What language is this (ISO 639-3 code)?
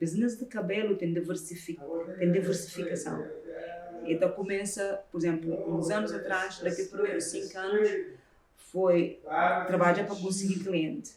kea